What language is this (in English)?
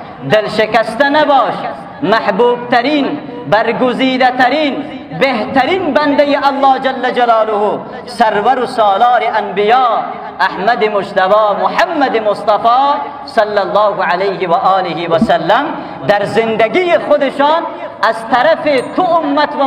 Persian